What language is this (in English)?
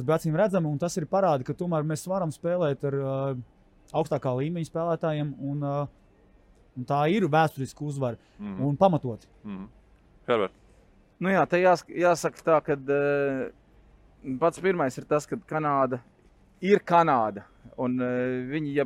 Latvian